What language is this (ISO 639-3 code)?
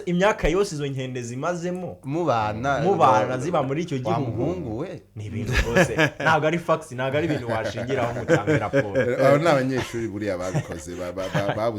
kin